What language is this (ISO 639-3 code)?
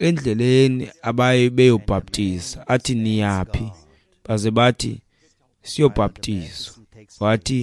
xho